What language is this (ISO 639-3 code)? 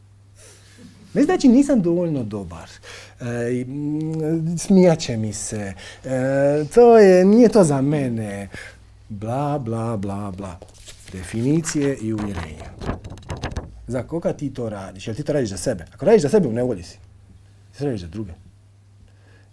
hrv